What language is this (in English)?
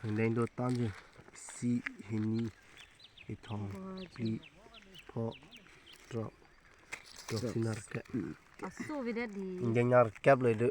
Karbi